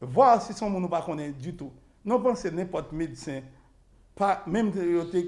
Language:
Haitian Creole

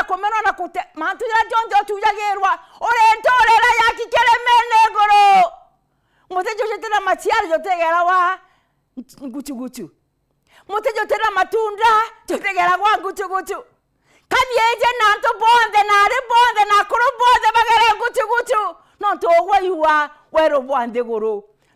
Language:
Meru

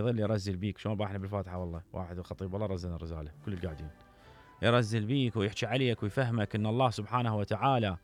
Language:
Mesopotamian Arabic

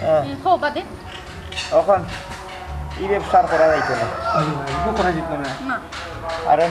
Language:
Sylheti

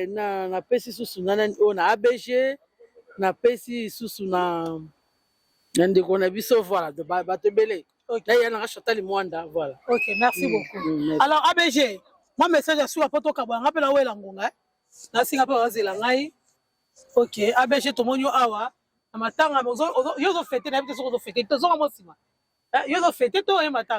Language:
Lingala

